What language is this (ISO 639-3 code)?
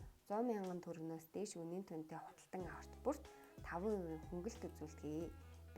mon